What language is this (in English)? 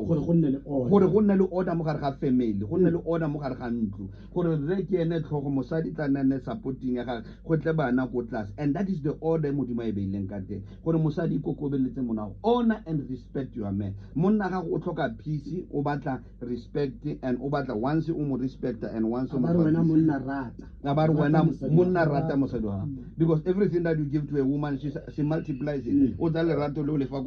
Tswana